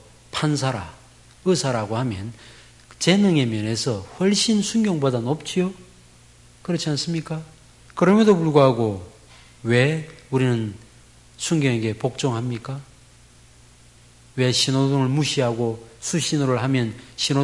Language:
Korean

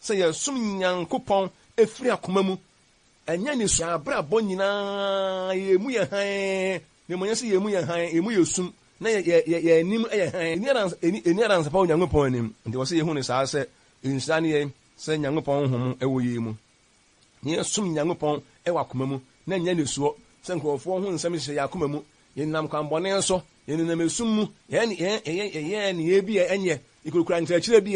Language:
Akan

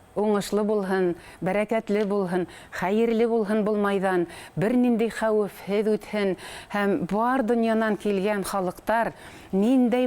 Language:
Bashkir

